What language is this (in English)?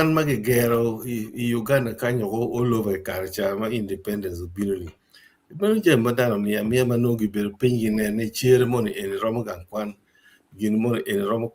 Acoli